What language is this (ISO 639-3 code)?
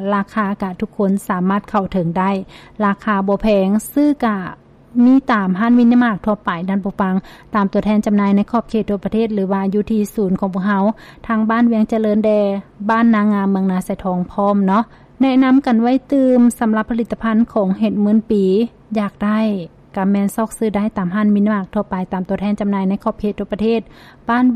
lao